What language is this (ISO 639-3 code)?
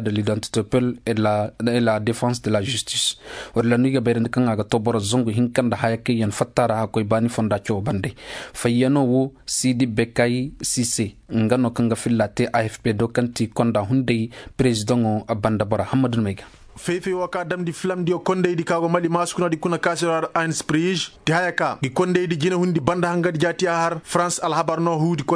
ses